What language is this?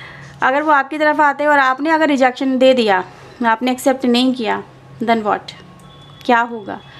Hindi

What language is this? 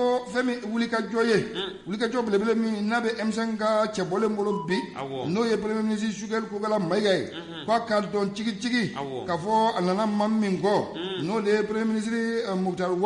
Bambara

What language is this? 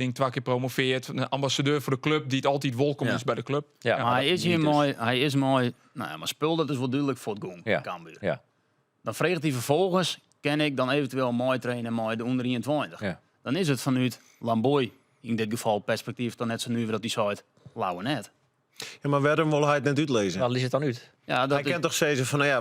Western Frisian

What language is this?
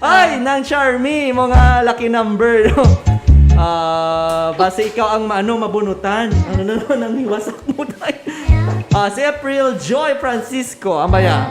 Hiligaynon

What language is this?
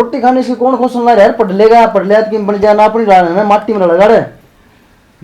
Haryanvi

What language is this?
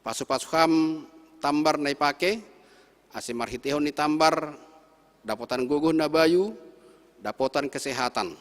Batak Simalungun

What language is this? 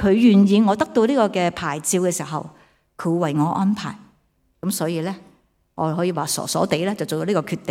Cantonese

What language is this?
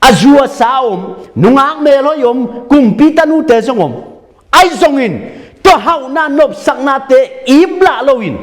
Tedim Chin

